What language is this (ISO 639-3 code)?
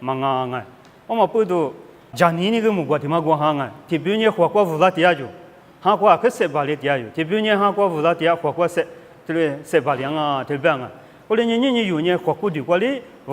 lis